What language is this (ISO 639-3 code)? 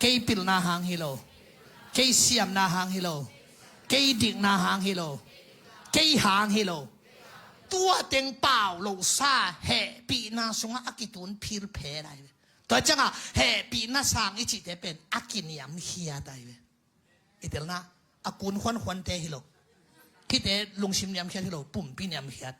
ctd